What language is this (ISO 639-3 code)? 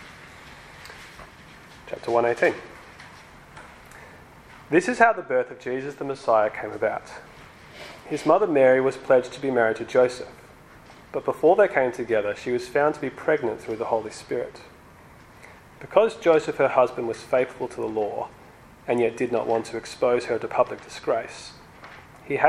eng